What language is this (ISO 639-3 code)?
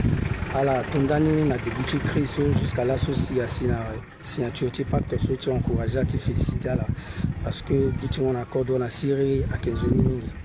sag